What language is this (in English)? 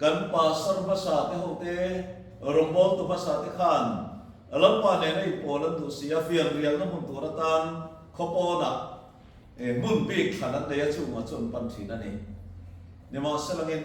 Mizo